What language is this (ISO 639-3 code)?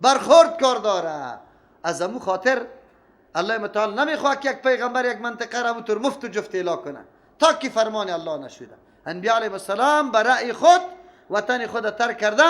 fas